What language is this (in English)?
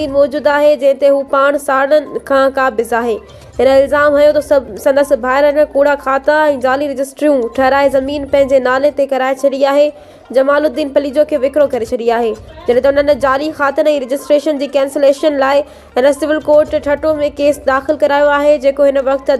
Sindhi